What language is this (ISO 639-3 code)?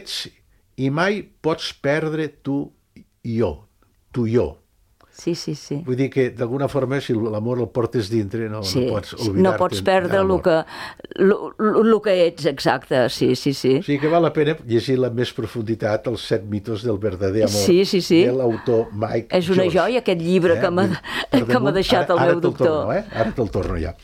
cat